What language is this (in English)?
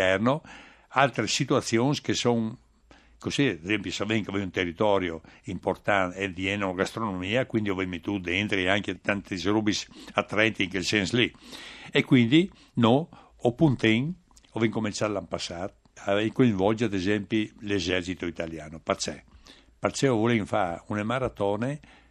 Friulian